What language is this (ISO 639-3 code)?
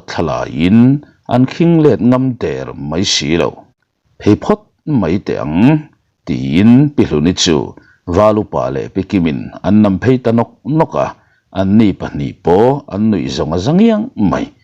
lus